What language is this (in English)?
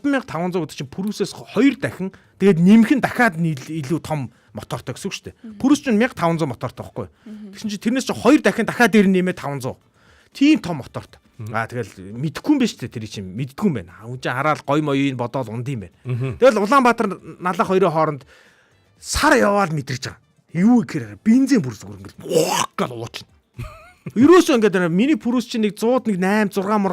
Mongolian